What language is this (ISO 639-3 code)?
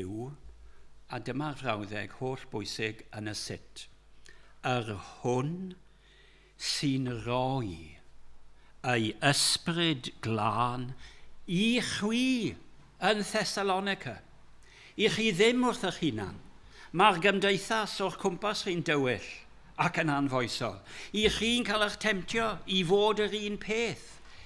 cym